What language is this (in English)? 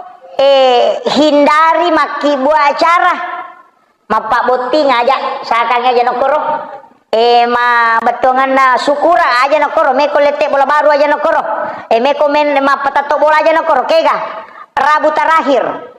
Buginese